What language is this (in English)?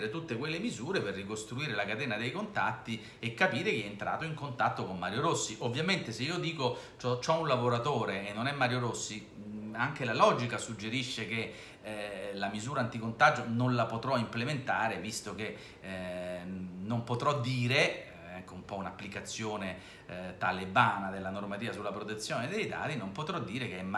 Italian